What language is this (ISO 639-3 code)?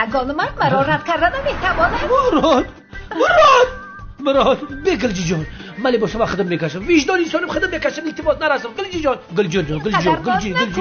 tgk